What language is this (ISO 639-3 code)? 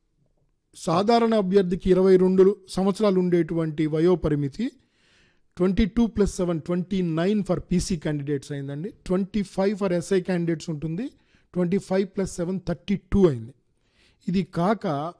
tel